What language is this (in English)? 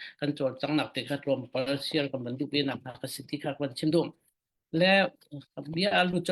Falam Chin